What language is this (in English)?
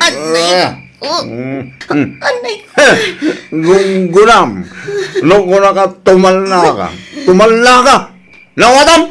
Iloko